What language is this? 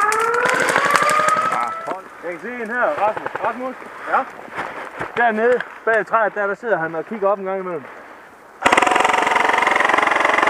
Danish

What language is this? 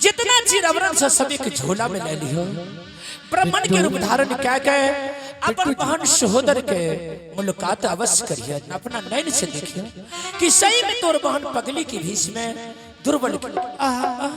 Angika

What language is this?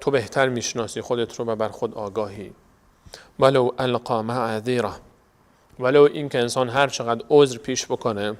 Persian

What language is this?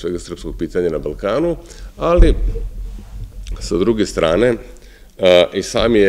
Serbian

